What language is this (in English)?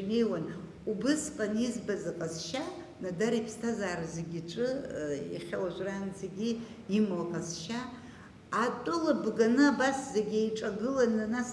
Abkhazian